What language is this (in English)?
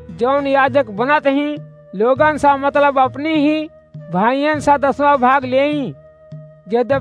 Awadhi